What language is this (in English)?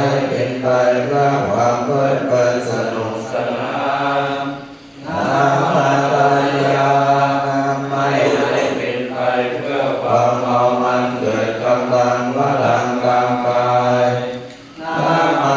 Pali